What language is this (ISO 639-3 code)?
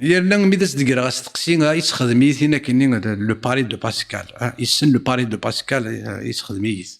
kab